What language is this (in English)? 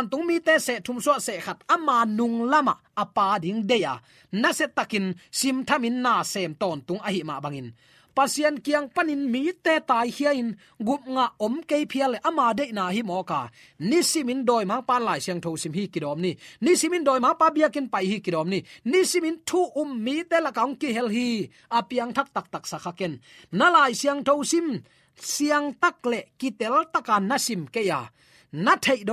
Tedim Chin